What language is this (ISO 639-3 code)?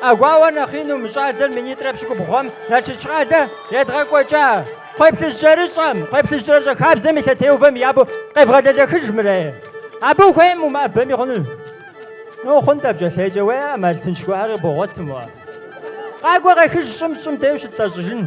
kbd